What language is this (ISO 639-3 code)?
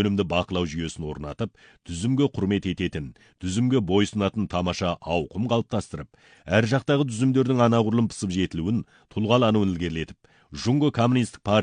kaz